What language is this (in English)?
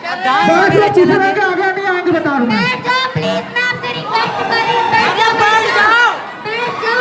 Chhattisgarhi